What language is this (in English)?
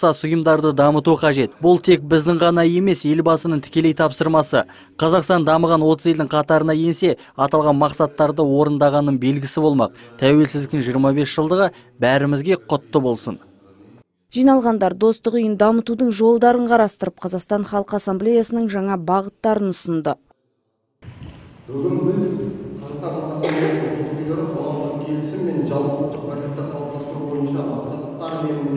Kazakh